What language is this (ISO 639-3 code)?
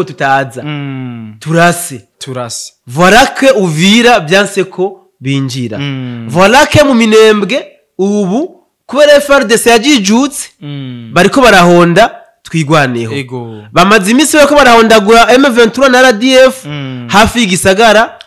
run